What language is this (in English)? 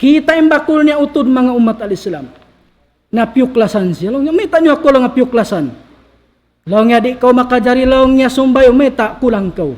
Tausug